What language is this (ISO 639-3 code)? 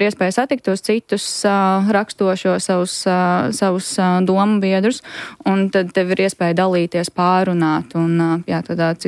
lav